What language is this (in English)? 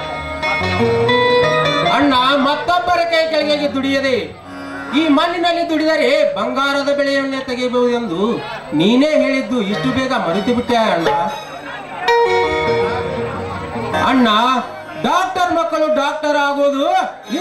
Kannada